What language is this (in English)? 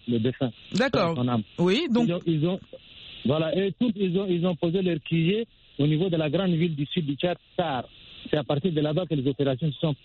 French